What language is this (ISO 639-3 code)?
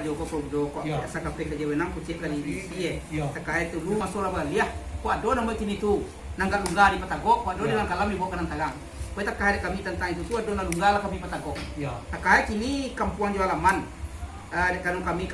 min